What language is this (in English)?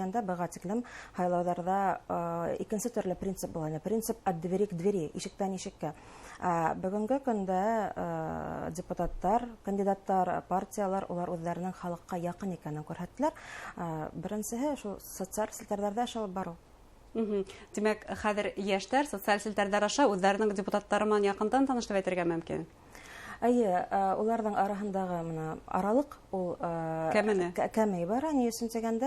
Bashkir